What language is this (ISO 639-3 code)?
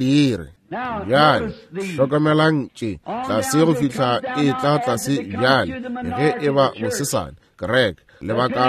nso